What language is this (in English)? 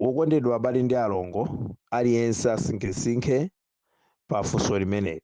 Nyanja